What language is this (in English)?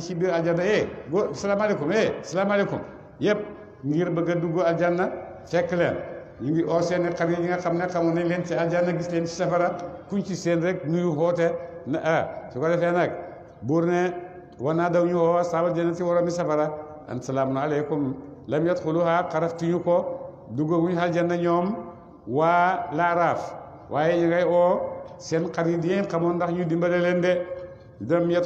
Wolof